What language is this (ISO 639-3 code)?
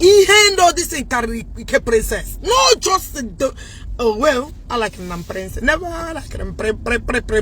ibo